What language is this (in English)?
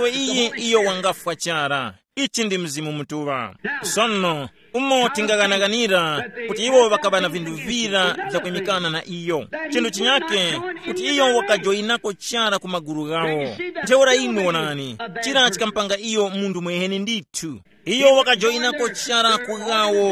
Tumbuka